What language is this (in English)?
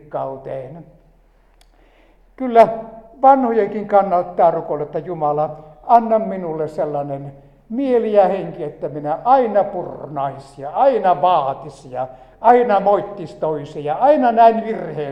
Finnish